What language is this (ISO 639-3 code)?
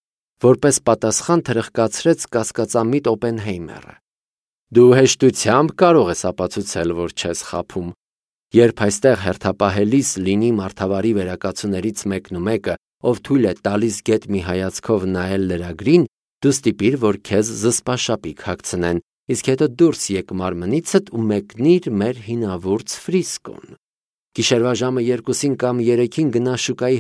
hye